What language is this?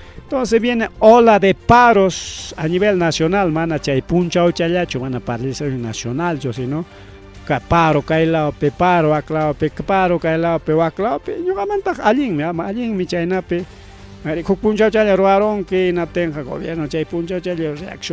Ayacucho Quechua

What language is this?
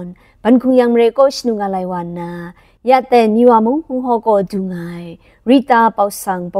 Kachin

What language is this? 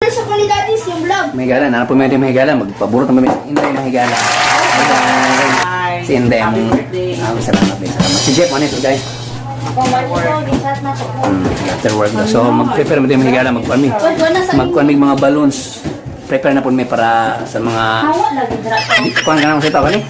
Cebuano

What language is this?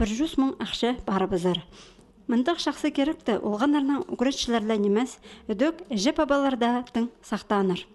Khakas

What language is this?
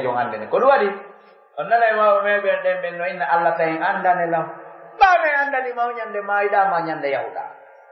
Pular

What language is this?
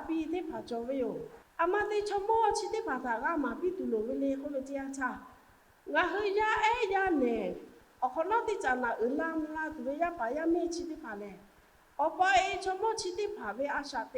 Lahu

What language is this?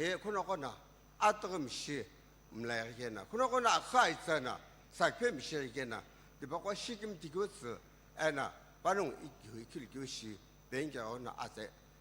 Sumi Naga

